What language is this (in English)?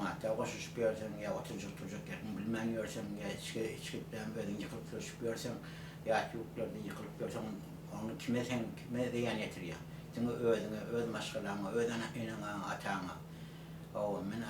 Turkmen